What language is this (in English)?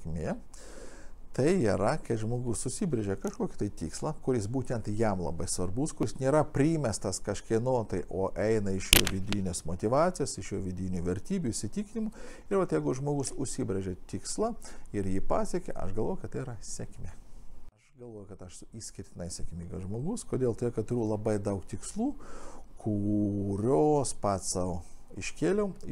Lithuanian